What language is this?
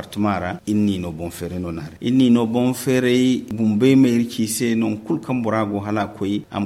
Zarma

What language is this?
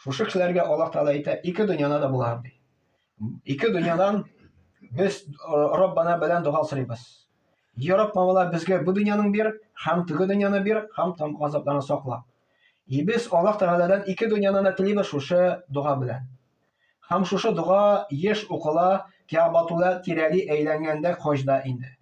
Tatar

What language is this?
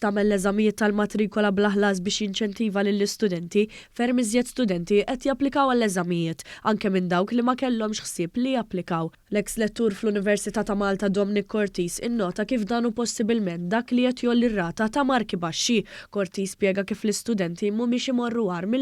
Maltese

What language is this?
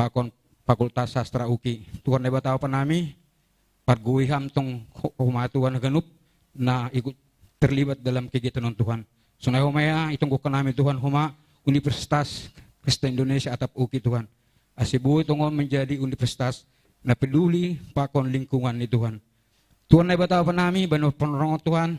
Batak Simalungun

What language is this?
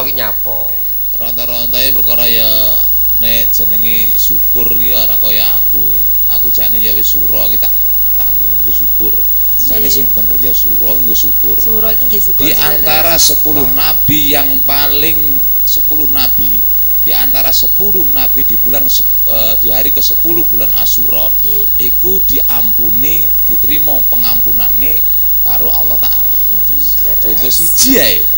Javanese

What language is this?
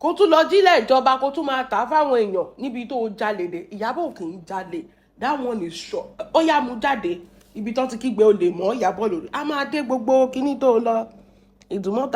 Yoruba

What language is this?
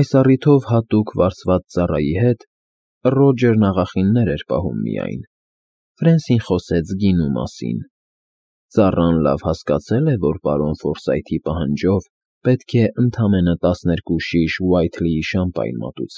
Armenian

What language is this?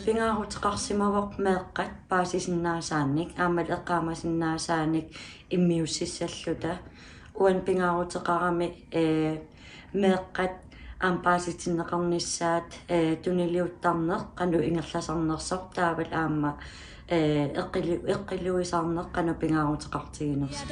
Kalaallisut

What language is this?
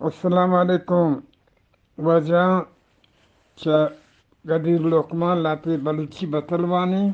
Eastern Balochi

